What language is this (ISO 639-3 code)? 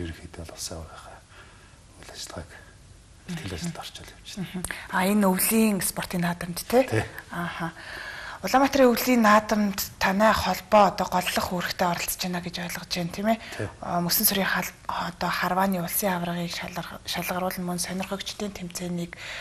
mon